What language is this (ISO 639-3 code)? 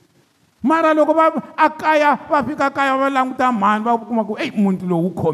tso